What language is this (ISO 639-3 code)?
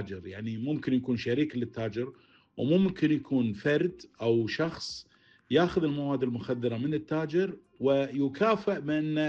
afb